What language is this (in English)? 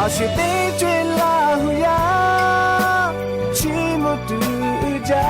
Lahu